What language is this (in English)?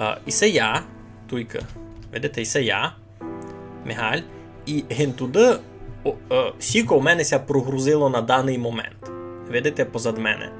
Rusyn